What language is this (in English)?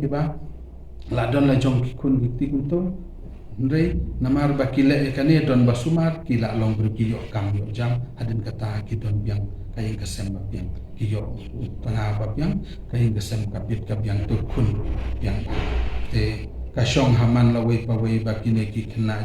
Khasi